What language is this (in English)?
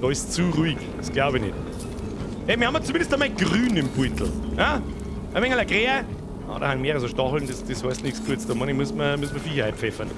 Bavarian